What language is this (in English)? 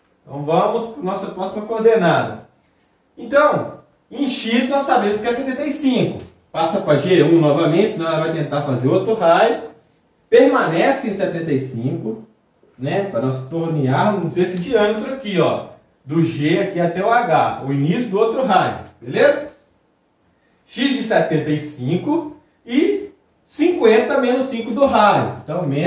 Portuguese